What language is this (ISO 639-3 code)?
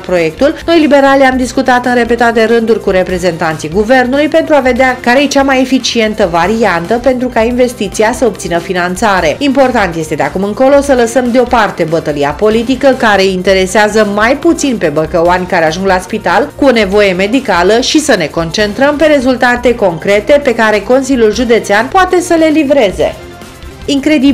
ron